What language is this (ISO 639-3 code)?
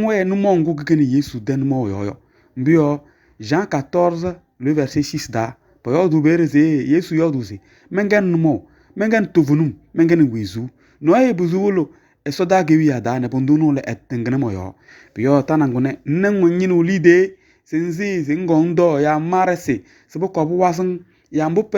kbp